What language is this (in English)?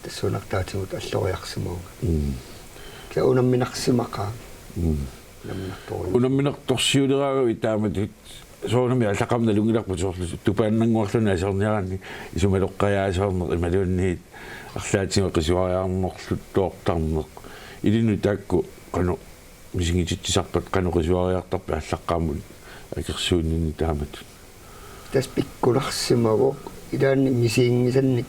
Kalaallisut